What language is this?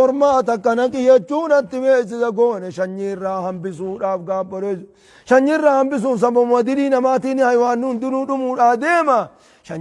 Oromo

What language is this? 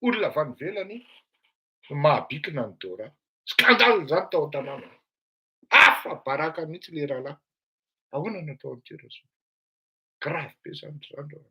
Malagasy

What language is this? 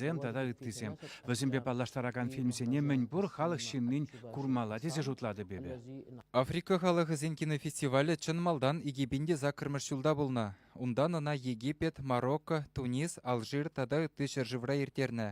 Chuvash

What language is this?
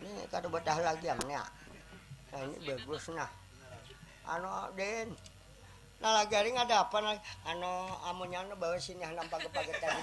Banjar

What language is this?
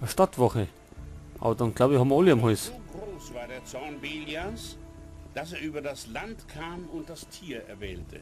Bavarian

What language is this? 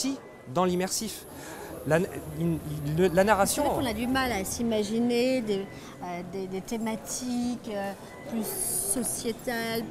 French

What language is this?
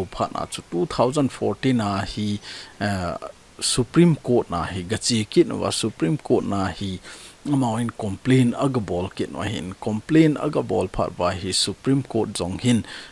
Thado Chin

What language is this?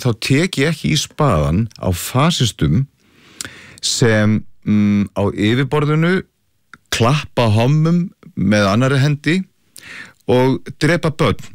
Icelandic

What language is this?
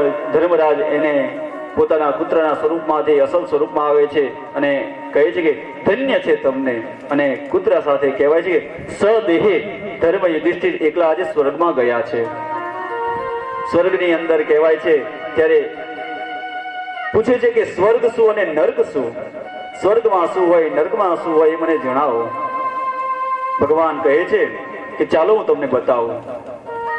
Gujarati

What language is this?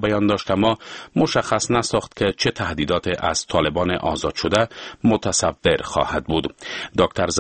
Persian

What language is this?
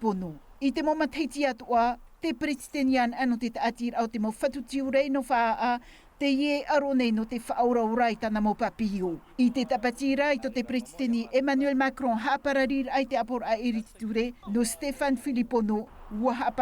Tahitian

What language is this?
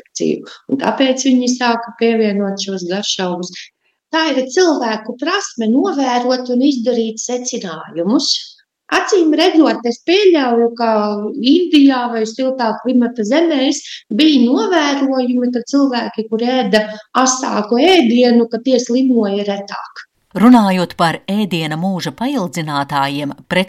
Latvian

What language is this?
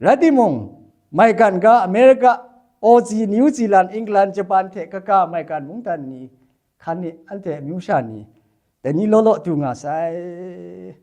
Kachin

